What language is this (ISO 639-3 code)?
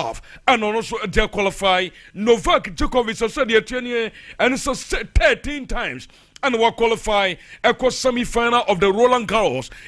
aka